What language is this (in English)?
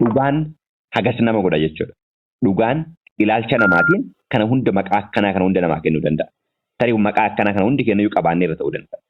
Oromo